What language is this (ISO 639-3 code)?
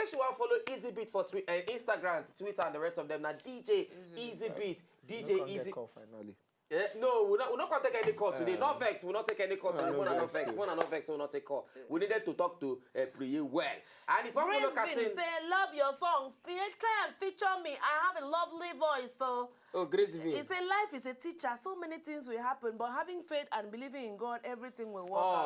pcm